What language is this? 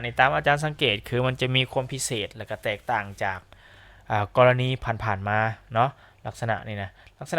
Lao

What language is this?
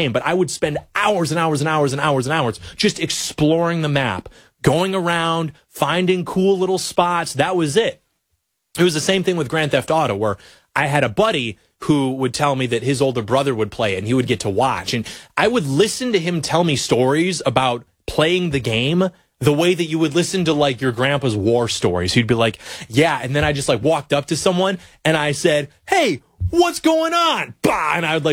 English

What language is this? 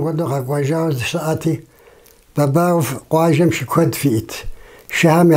Kabardian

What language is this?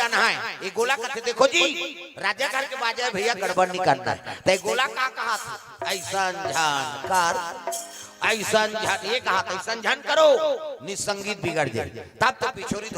Chhattisgarhi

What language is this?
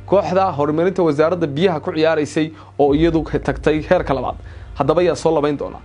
Somali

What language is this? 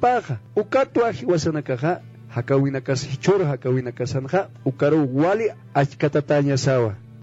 Aymara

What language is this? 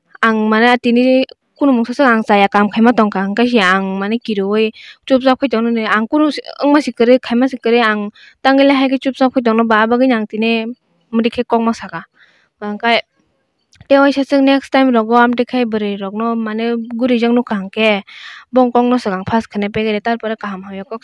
Kok Borok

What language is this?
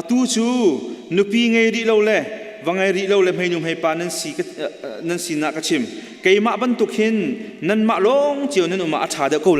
Hakha Chin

